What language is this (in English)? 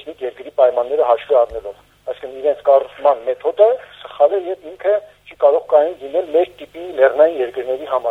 Armenian